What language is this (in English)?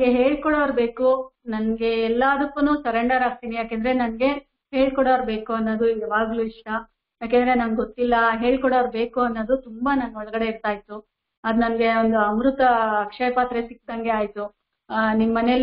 Kannada